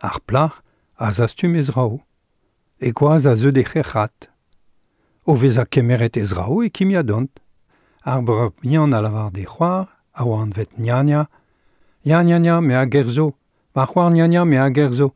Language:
Breton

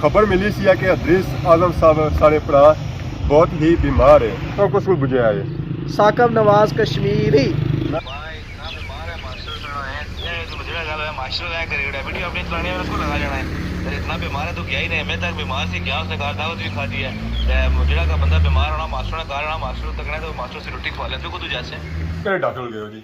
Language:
Pahari-Potwari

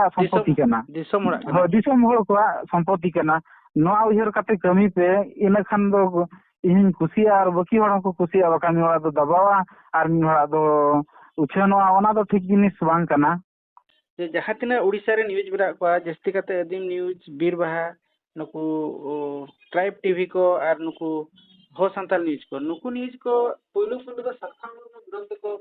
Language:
Santali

